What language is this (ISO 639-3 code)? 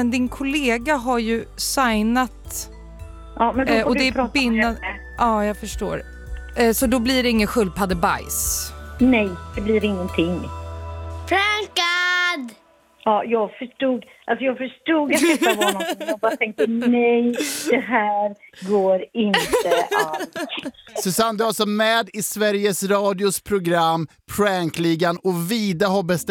swe